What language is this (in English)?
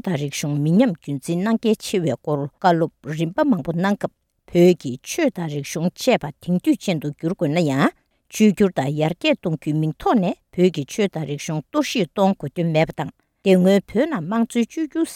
Tibetan